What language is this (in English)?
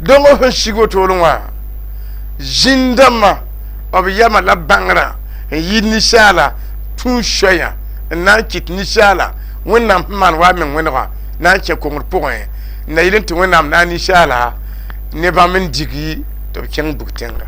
Mossi